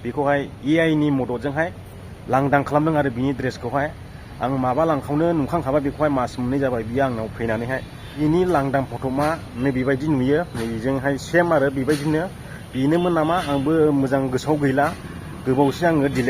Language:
Bodo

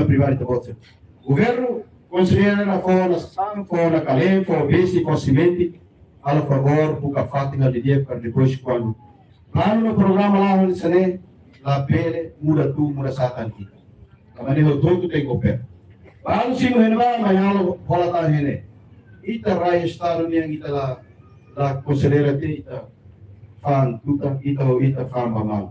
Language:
Tetum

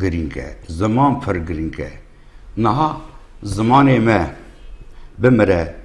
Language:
Kurdish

